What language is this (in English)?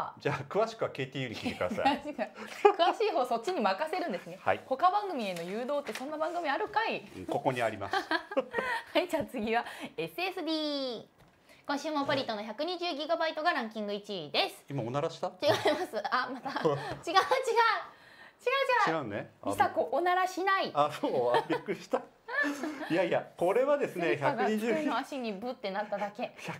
Japanese